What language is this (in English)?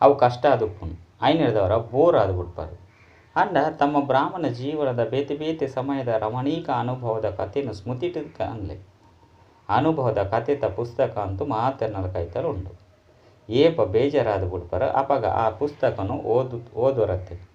Tulu